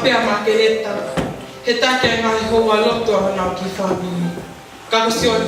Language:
Tongan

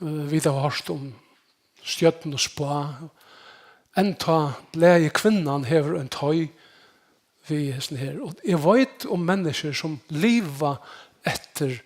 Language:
Faroese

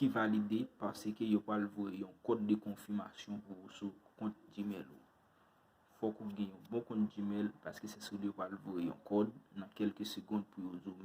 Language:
Haitian Creole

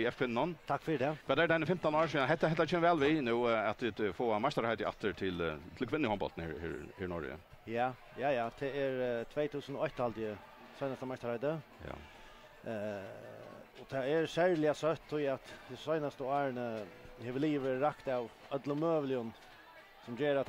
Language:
Faroese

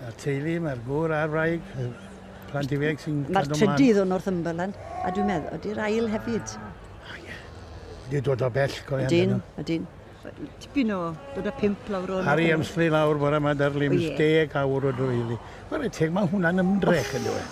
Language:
Welsh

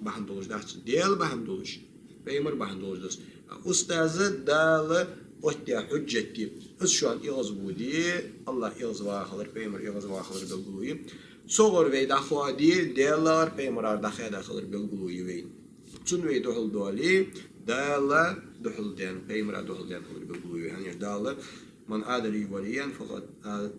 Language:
Ingush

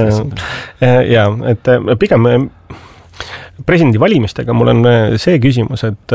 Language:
Estonian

